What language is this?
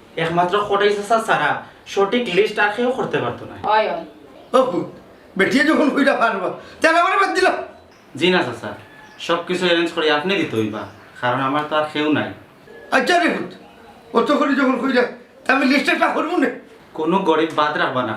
Sylheti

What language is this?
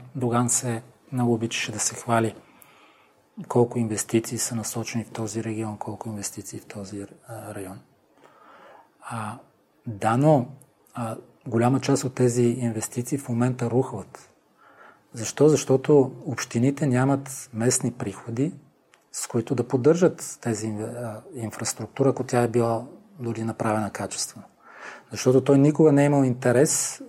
Bulgarian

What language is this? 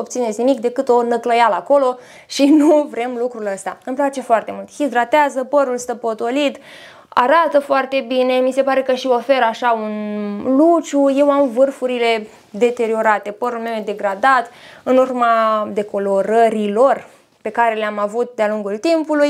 Romanian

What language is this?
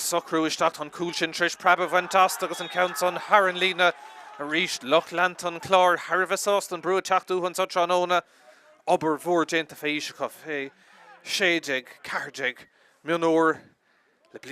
Irish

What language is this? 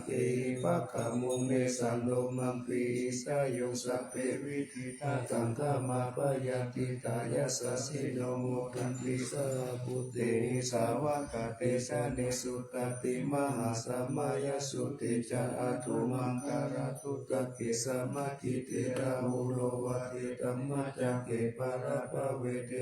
Pali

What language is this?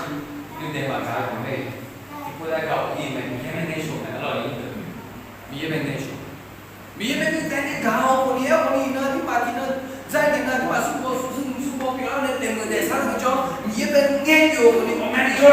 Akha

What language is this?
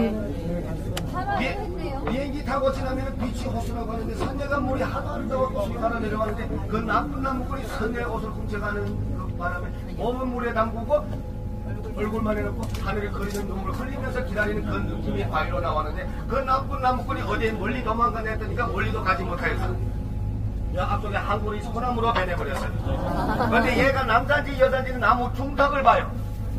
Korean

